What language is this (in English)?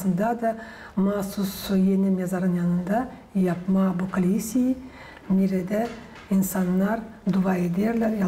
Gagauz